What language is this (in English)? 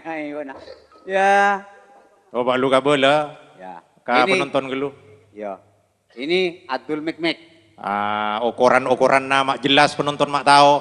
Madurese